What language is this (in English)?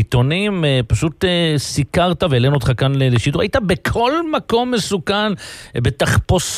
Hebrew